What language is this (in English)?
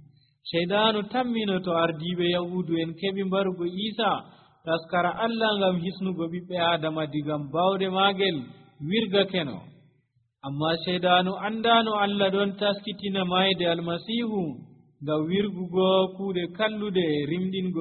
Nigerian Fulfulde